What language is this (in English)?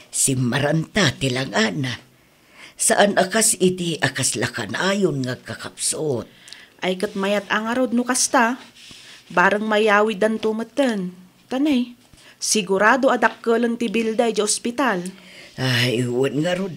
Iloko